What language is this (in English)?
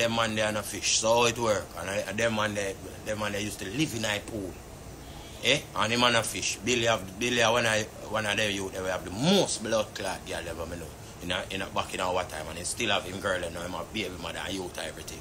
Jamaican Creole English